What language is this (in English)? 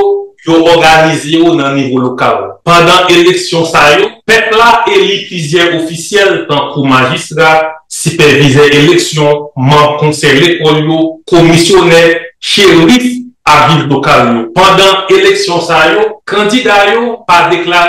Haitian Creole